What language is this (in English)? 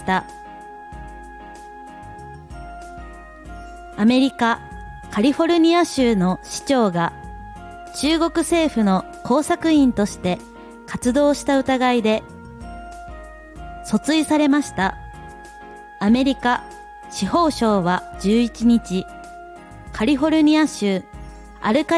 Japanese